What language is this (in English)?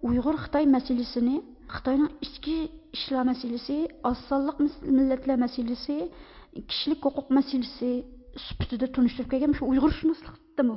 Uyghur